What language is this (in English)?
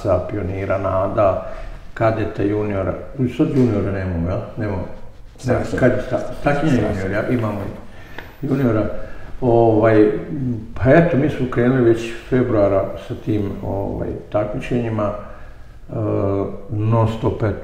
Serbian